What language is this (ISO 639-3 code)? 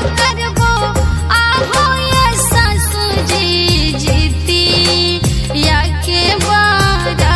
bho